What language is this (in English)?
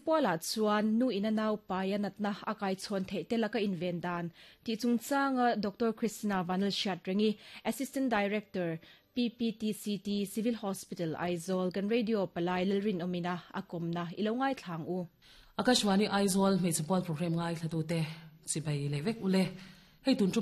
Mizo